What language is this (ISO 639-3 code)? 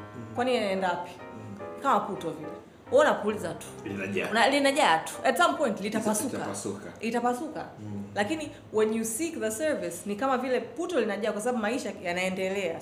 swa